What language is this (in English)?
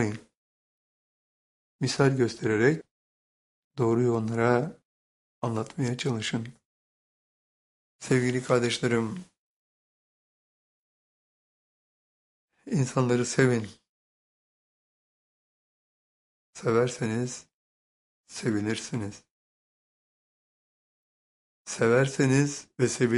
Turkish